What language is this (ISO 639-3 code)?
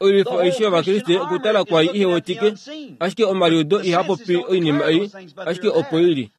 kua